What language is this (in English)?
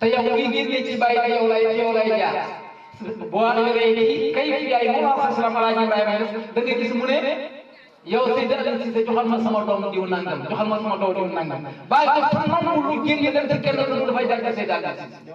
Wolof